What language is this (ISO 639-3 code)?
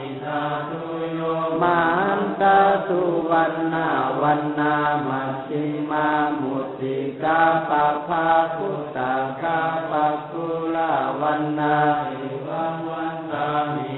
pli